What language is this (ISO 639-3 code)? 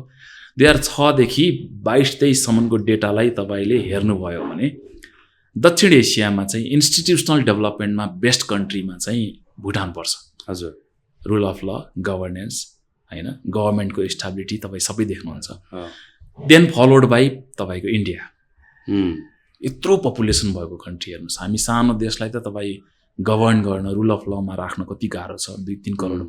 nep